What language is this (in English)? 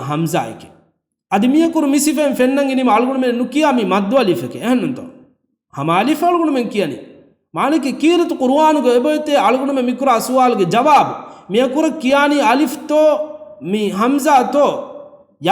Divehi